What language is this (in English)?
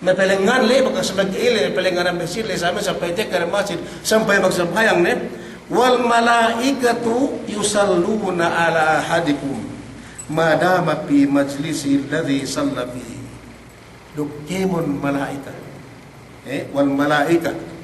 Yakan